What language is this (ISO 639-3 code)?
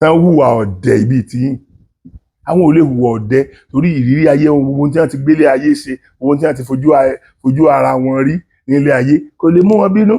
yor